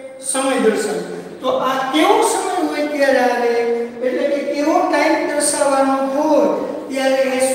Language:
Gujarati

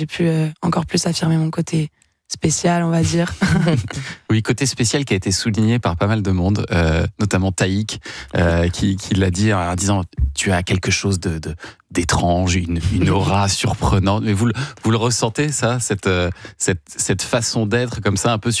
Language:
French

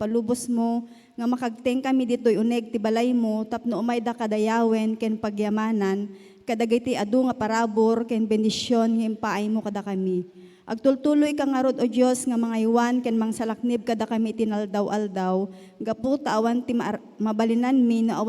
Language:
Iloko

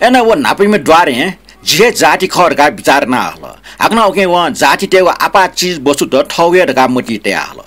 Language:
Newari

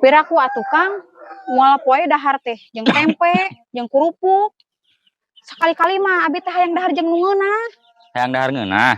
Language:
Sundanese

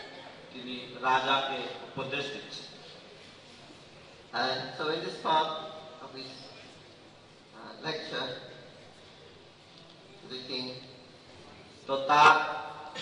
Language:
Bangla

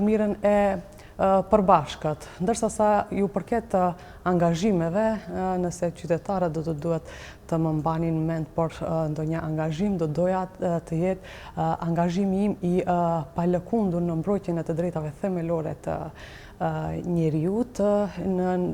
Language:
Albanian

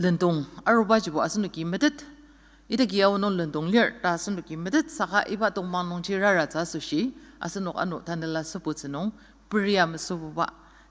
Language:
Ao Naga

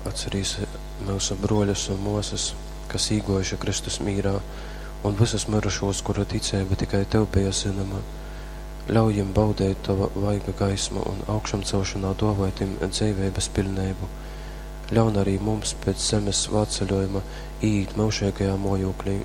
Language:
Latgalian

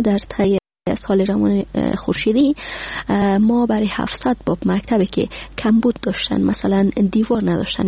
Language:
Persian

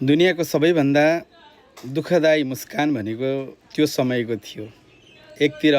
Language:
Nepali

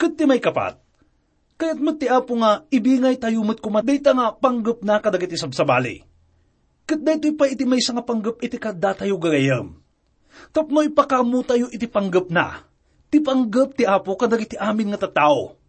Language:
Iloko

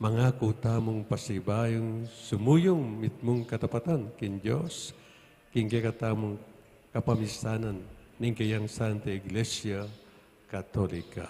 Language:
Pampanga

